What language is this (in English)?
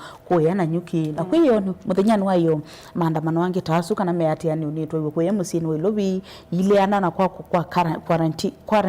Kamba